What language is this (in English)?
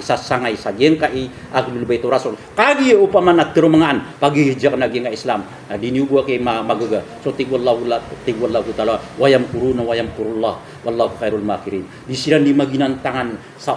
Maranao